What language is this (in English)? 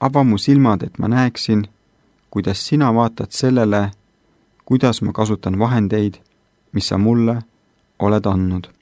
Estonian